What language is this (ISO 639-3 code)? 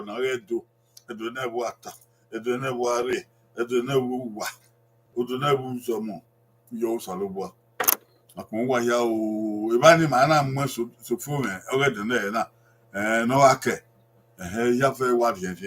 bin